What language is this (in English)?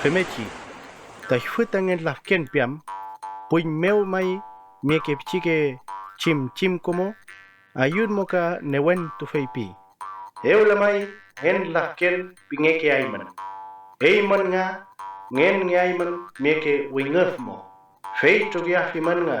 Mapuche